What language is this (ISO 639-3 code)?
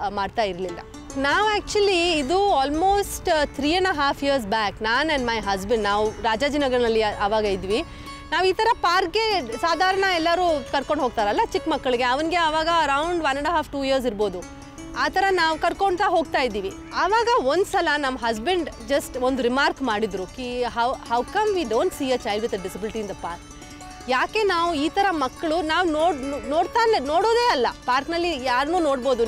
kan